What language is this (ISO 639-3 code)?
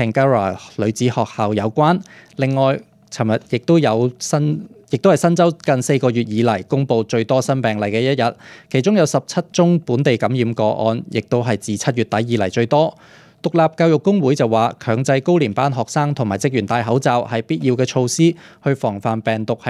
yue